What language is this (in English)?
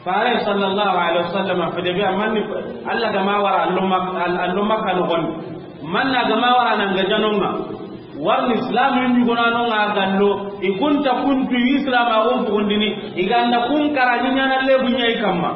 Soninke